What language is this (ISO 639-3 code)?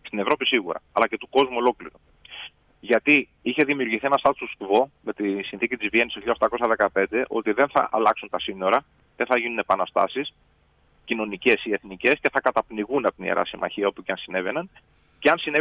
ell